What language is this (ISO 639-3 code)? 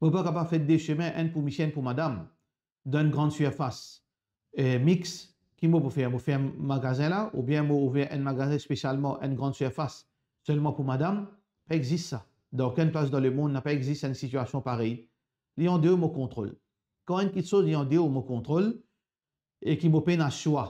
mfe